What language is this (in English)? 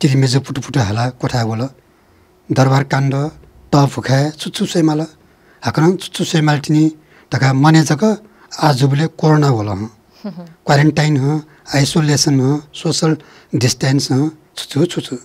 Newari